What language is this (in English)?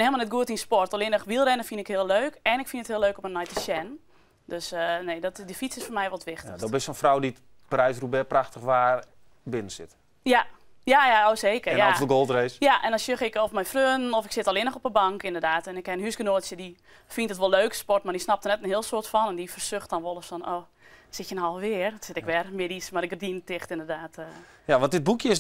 Western Frisian